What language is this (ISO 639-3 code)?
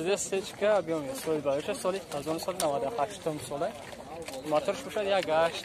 tgk